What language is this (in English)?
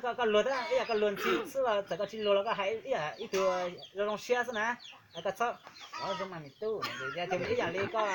Hmong